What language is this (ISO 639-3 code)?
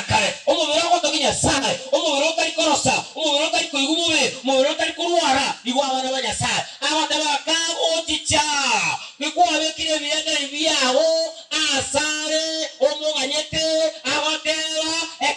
guz